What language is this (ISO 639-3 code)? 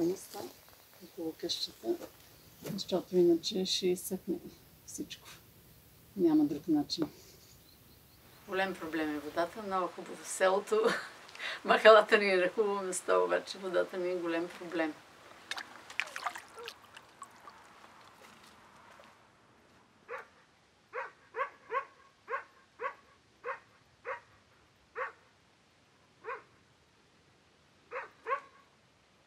bul